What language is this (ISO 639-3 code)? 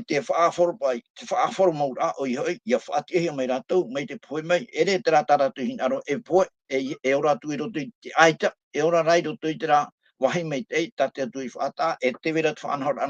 tah